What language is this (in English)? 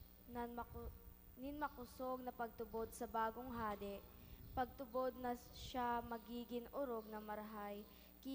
Bikol